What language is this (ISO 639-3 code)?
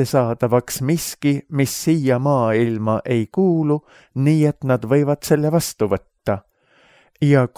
est